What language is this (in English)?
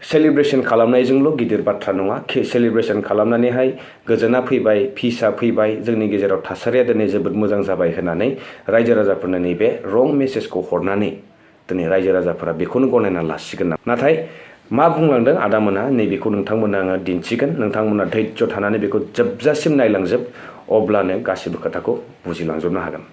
Bodo